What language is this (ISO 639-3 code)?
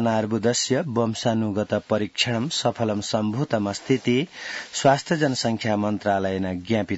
san